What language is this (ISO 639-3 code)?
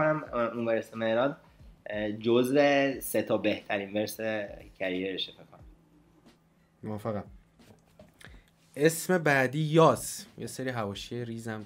fas